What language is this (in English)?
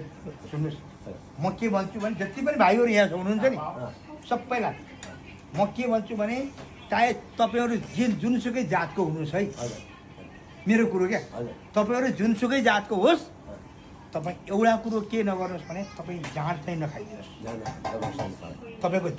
Nepali